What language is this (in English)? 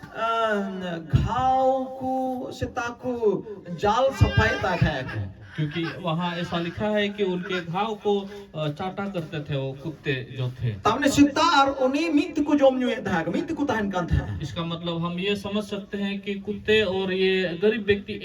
Santali